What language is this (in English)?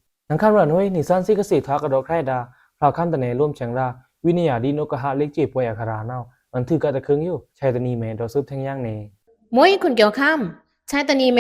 Pa'o Karen